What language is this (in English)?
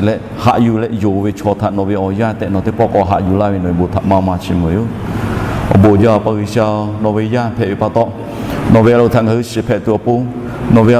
Lahu